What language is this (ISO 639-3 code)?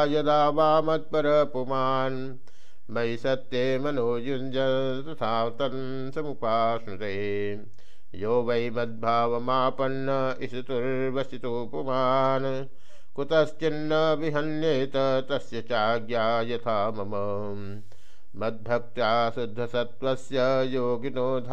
san